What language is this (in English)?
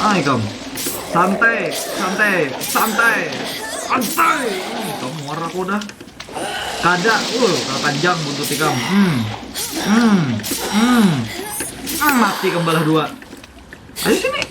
Banjar